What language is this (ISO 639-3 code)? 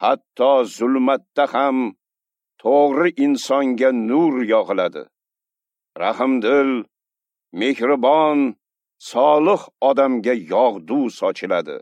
uzb